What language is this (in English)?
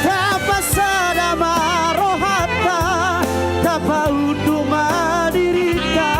Batak Toba